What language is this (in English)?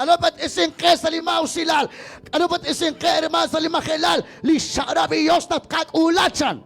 Kekchí